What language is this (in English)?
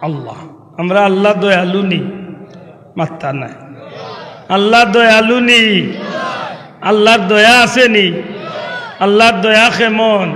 Sylheti